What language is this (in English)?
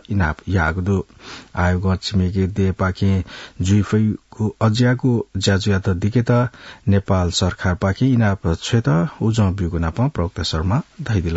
Newari